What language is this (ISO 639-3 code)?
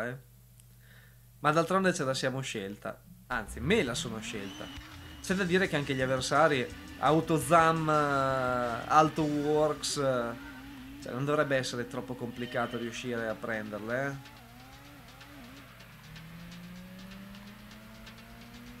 ita